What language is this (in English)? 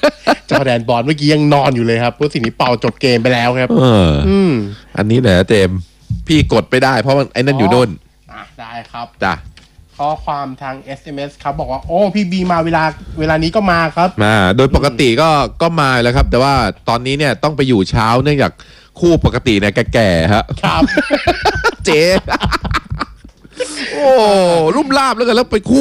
Thai